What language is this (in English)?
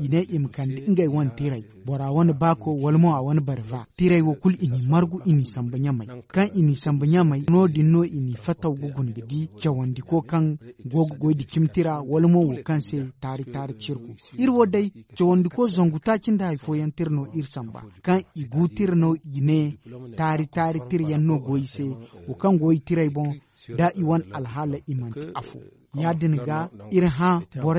Zarma